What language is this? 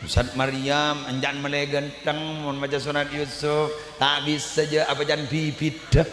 Madurese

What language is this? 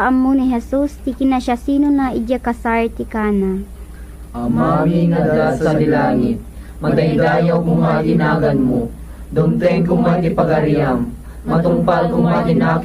Iloko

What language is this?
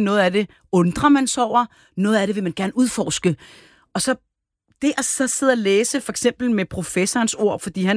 Danish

